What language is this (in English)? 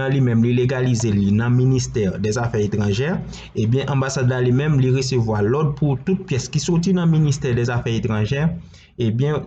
Haitian Creole